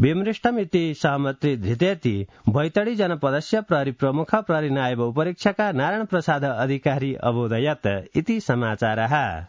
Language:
Sanskrit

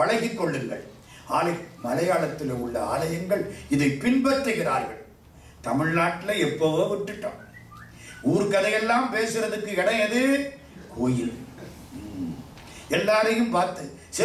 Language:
Tamil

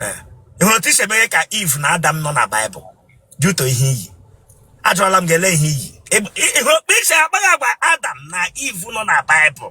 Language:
Igbo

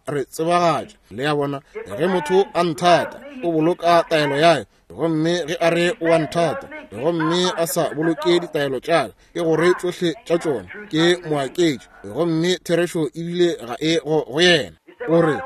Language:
Northern Sotho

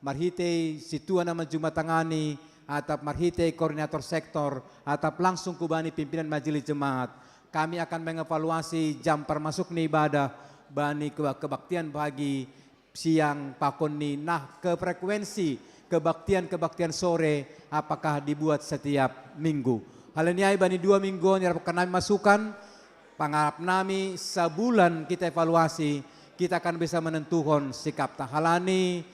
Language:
Batak Simalungun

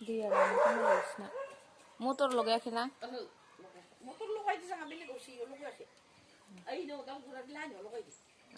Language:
Bodo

